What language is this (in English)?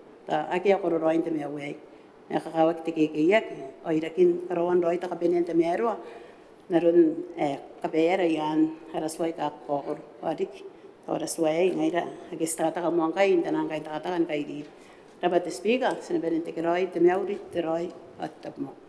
Gilbertese